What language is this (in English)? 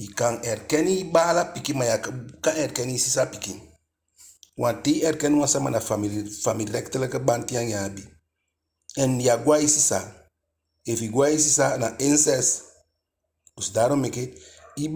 Eastern Maroon Creole